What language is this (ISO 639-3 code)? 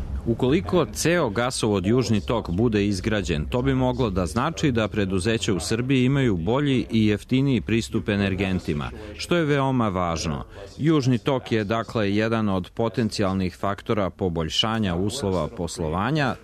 srp